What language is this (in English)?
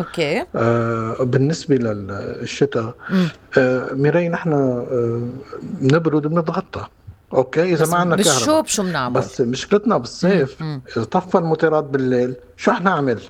North Levantine Arabic